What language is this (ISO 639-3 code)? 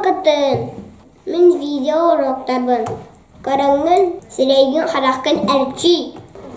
sah